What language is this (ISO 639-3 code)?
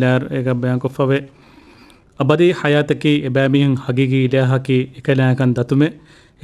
div